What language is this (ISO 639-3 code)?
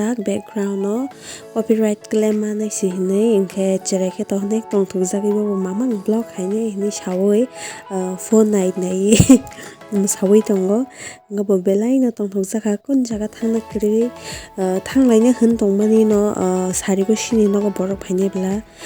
trp